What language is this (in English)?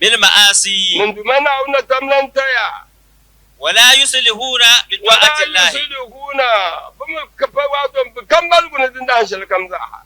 Dagbani